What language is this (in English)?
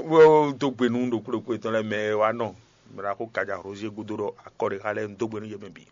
Fon